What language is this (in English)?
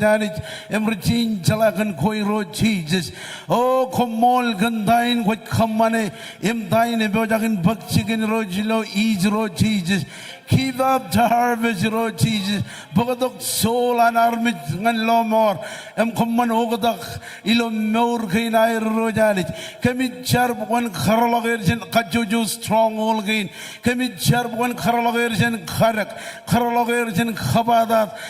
Marshallese